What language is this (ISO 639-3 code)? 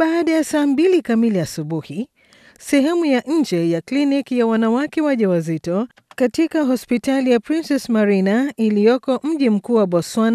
swa